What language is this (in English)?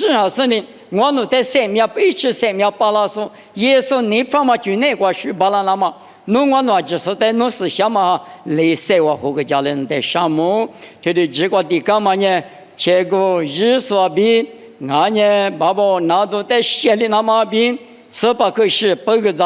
Lisu